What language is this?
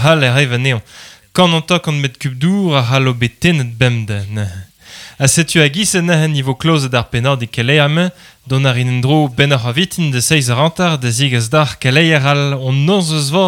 Breton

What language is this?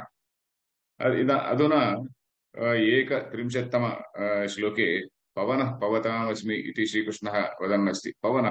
Sanskrit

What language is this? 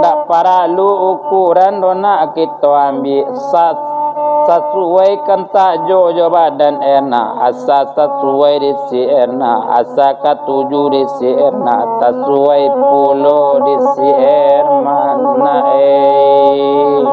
Minangkabau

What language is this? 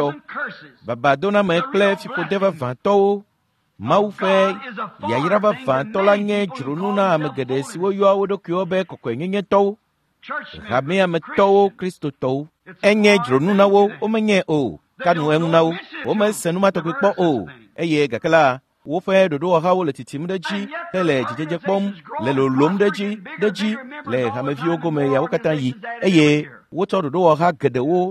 Ewe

